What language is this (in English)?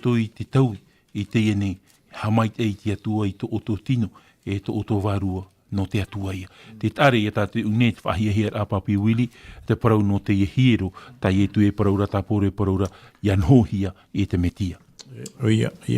Tahitian